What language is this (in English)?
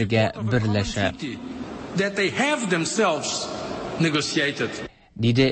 Tatar